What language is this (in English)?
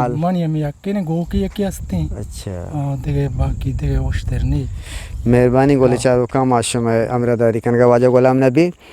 Eastern Balochi